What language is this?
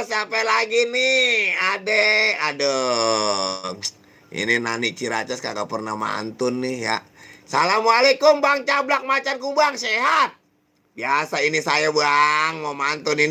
Betawi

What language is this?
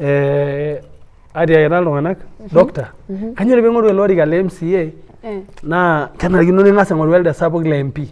Masai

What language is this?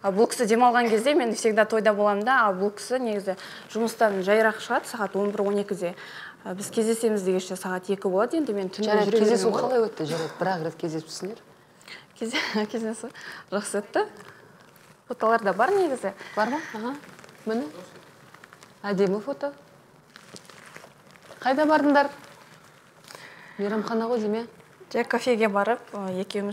Kazakh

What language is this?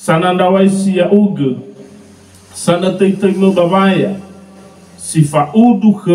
Nias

